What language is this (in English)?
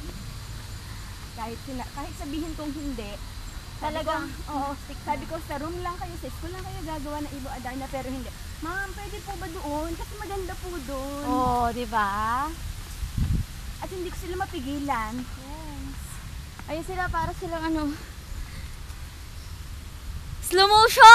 Filipino